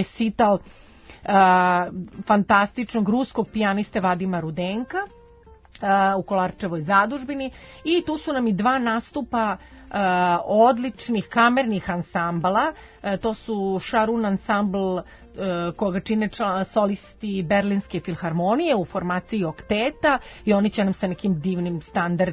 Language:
Serbian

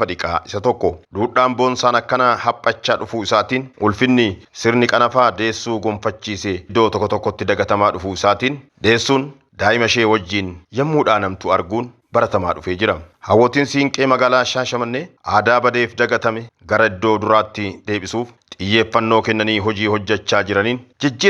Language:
Oromo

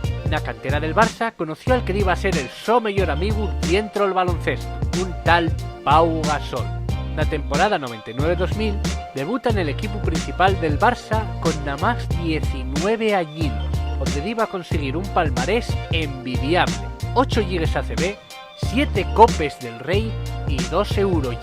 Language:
Asturian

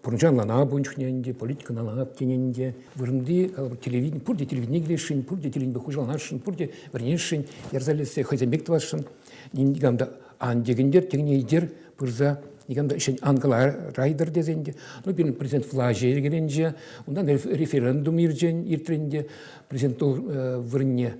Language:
Chuvash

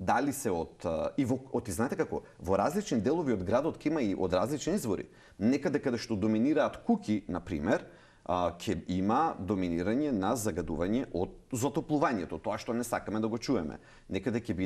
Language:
Macedonian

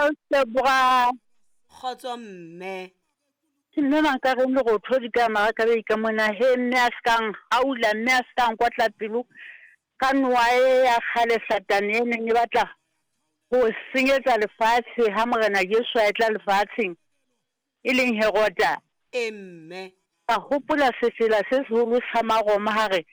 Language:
Southern Sotho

